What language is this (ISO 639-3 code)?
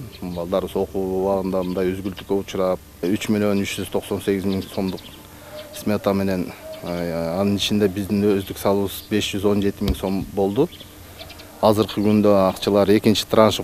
kir